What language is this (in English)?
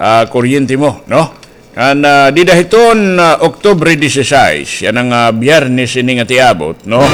Waray